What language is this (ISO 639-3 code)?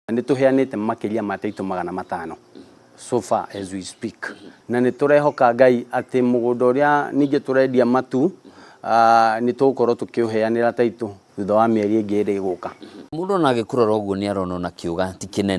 kik